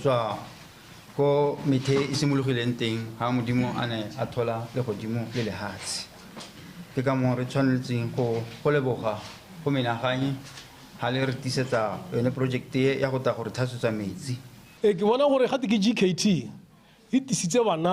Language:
Tswana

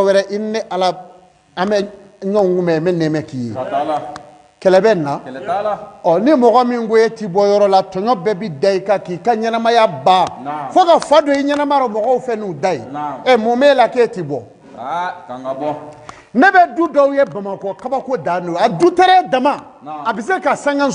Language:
Bambara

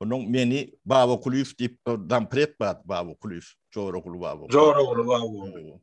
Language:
Turkmen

